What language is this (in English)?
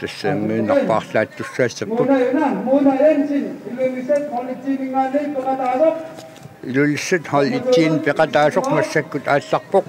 Kalaallisut